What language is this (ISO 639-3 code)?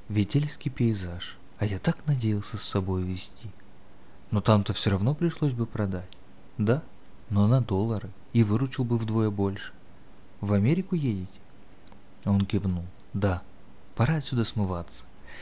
rus